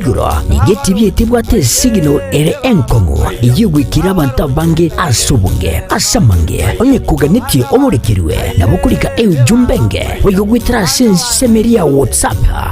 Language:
Gusii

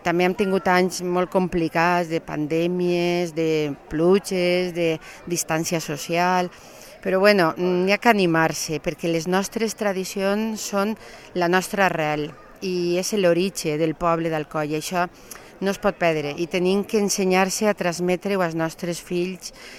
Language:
Catalan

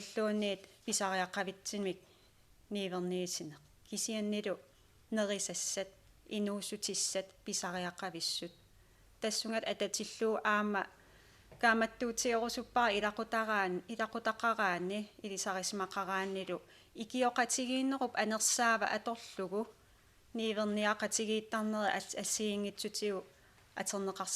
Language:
Kalaallisut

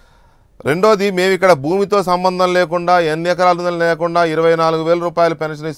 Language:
Telugu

